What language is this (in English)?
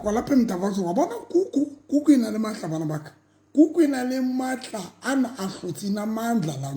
Southern Sotho